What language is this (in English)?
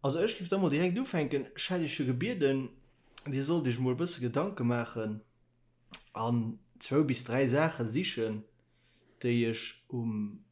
Luxembourgish